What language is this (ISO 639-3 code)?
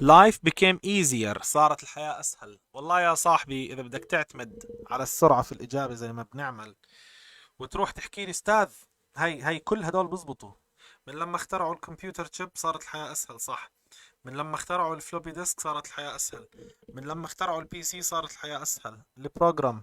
apc